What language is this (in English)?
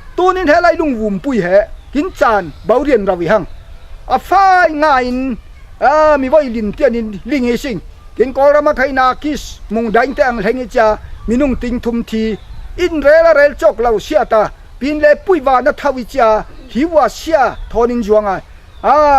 Falam Chin